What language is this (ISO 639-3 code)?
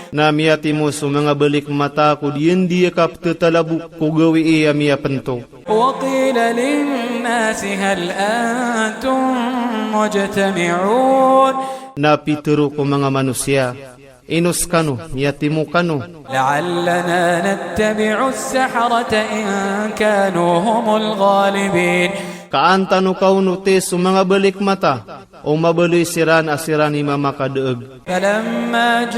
ilp